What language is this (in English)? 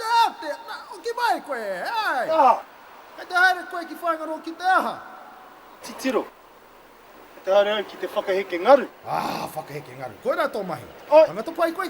Māori